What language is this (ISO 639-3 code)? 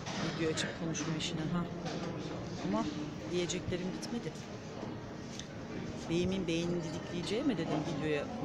tur